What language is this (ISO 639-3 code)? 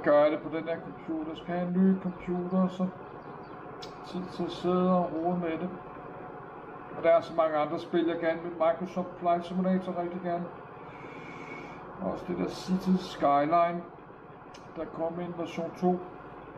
dan